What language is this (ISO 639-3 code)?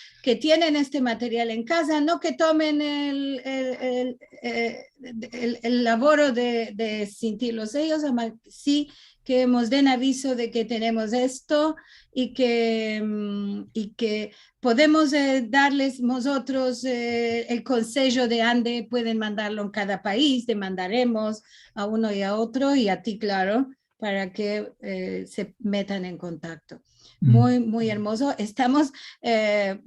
lad